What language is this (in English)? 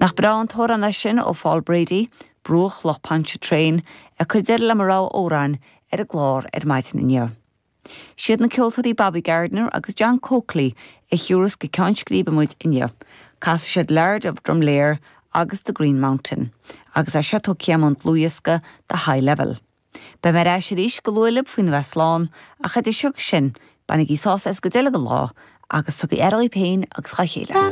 Irish